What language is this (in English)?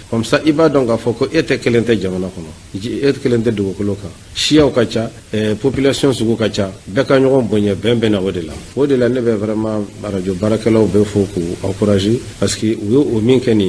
Bambara